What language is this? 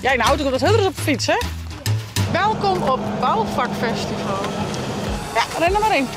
Western Frisian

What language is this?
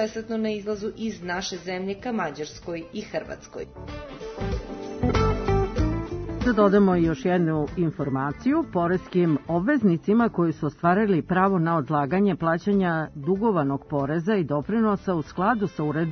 Serbian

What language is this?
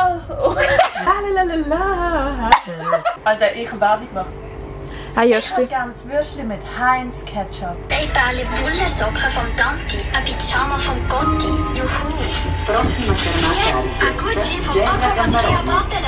Swiss German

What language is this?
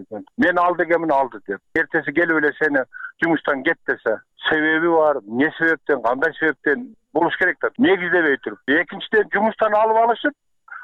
Kyrgyz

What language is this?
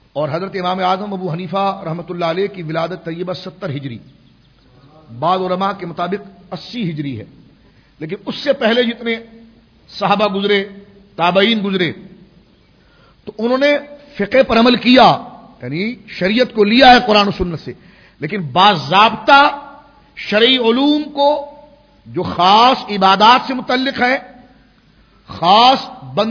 Urdu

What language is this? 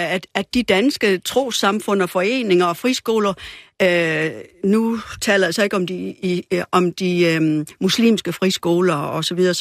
Danish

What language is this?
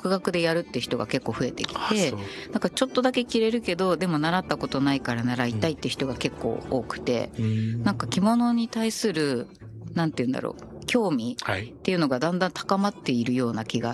Japanese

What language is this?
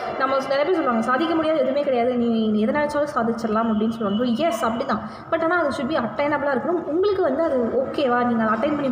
Tamil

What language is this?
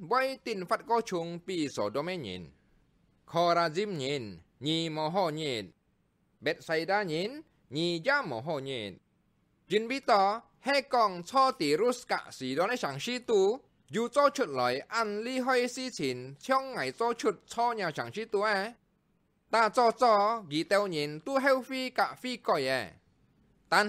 Hakka Chinese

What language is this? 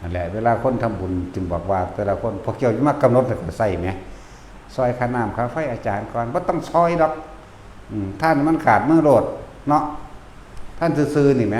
Lao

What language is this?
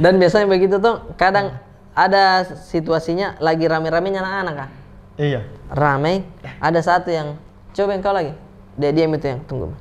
Makassar Malay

